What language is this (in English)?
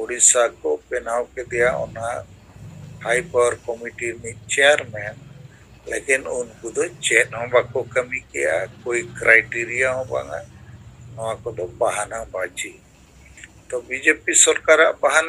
Santali